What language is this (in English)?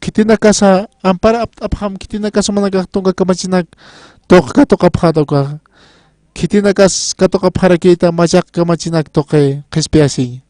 Aymara